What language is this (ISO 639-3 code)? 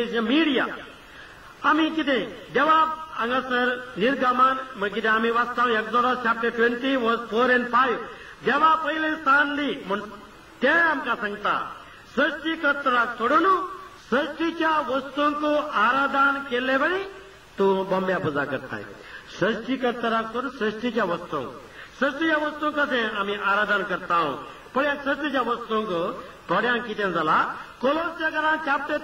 kok